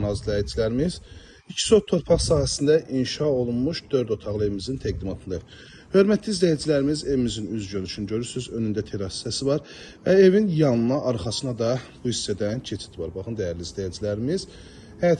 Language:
Azerbaijani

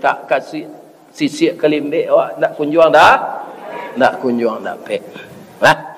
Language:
Minangkabau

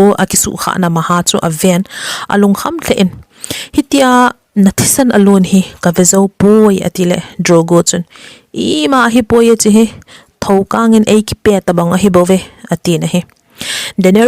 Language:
Thado Chin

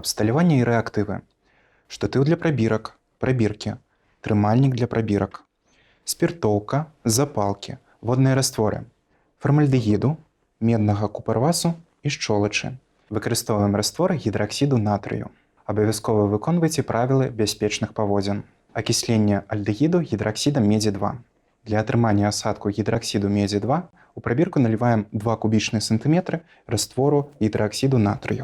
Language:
Belarusian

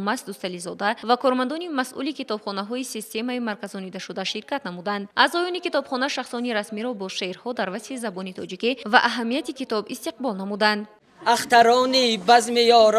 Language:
Tajik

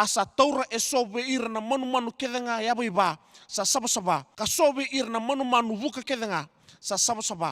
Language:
Fijian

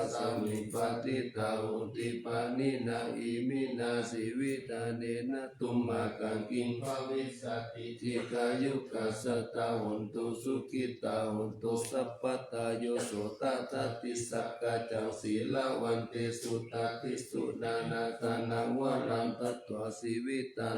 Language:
Pali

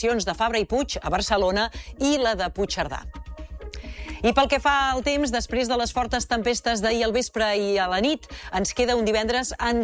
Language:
Catalan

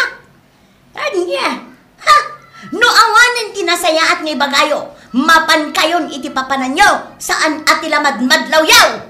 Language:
Iloko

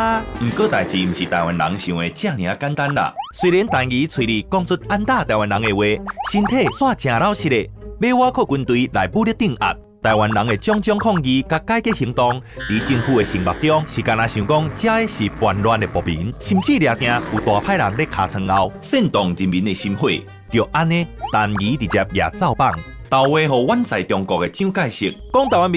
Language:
Min Nan Chinese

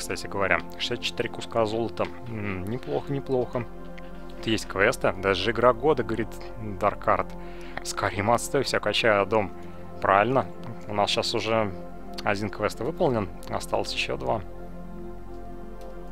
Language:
Russian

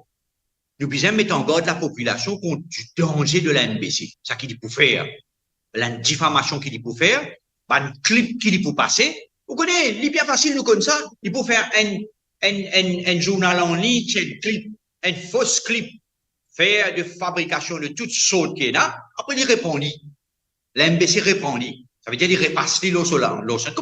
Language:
Morisyen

